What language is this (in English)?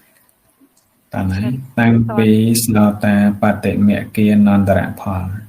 Khmer